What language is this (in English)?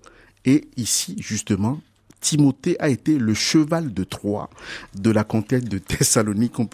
French